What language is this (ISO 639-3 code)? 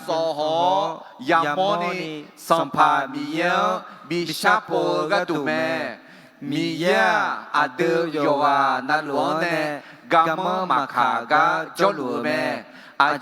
ahk